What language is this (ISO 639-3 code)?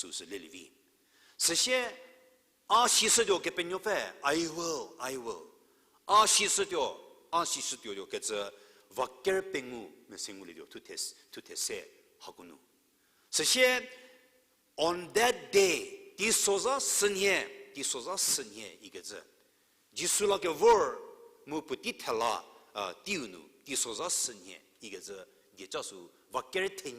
njm